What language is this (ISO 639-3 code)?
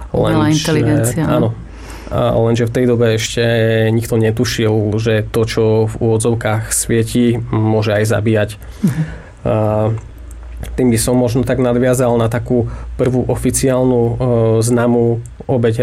slk